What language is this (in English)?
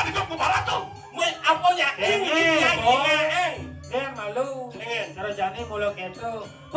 Balinese